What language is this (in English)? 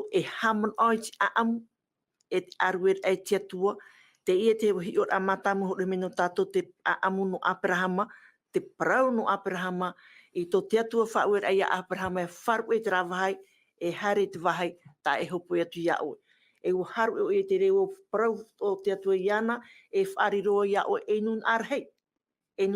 Tahitian